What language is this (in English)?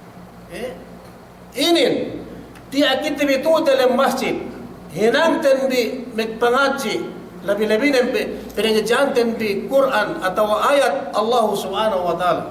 Yakan